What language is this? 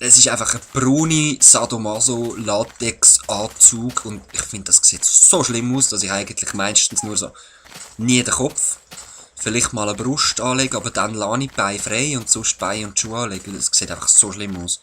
Swiss German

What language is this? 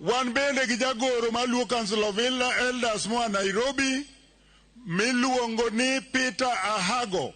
Luo (Kenya and Tanzania)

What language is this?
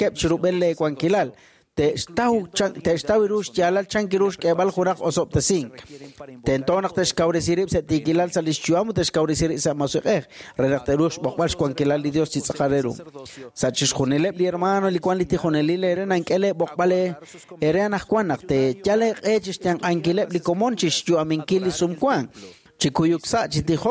Kekchí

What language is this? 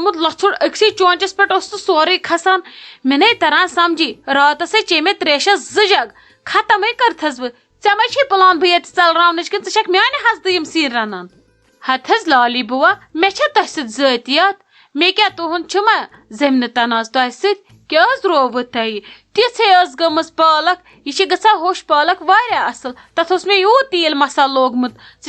Kashmiri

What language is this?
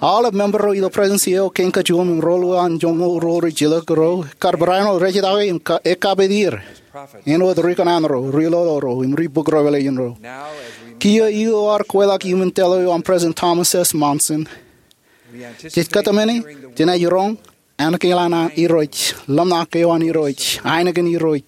Marshallese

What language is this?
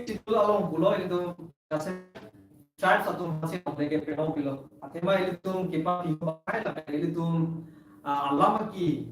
Karbi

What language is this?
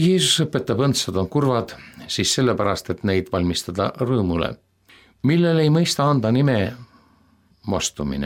Estonian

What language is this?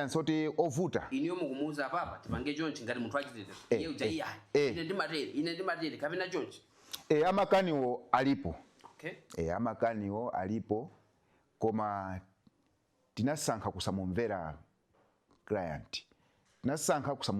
Nyanja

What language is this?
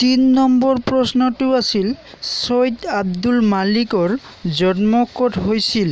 Assamese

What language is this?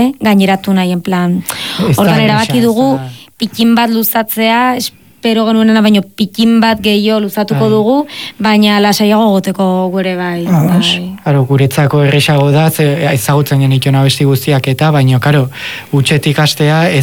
Basque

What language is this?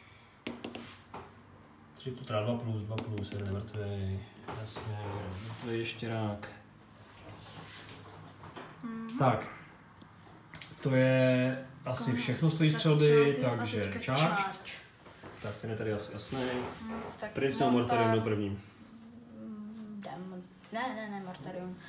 Czech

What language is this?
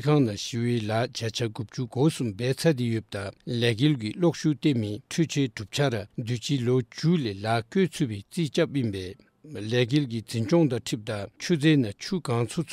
Dzongkha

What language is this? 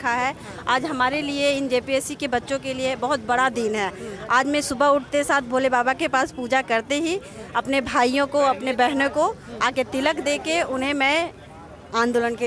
Hindi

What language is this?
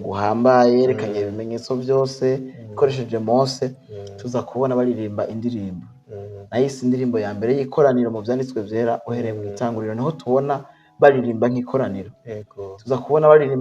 Rundi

